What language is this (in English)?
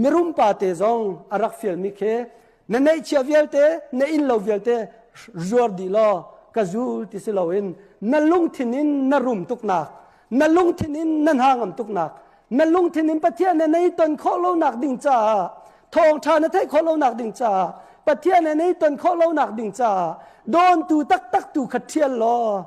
Hakha Chin